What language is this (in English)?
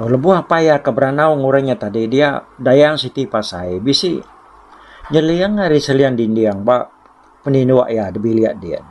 Iban